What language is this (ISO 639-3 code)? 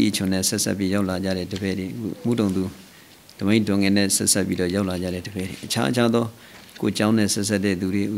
mya